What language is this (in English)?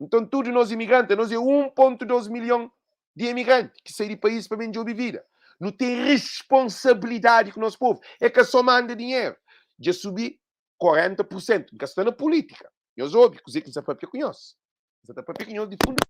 Kabuverdianu